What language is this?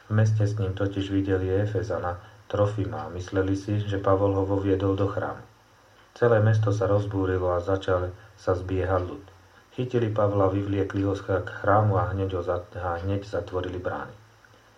Slovak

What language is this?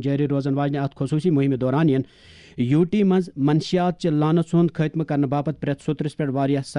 Kashmiri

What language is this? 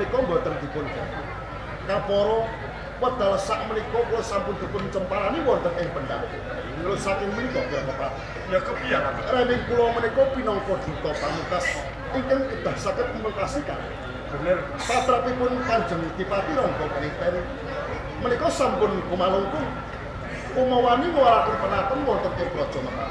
Javanese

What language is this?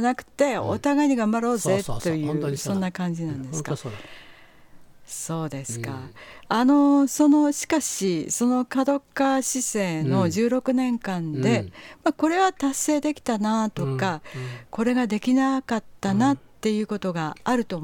Japanese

